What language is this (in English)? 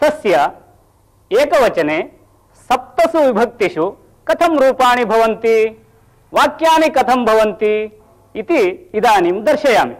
Sanskrit